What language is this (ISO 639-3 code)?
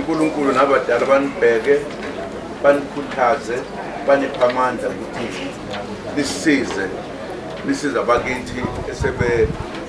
zul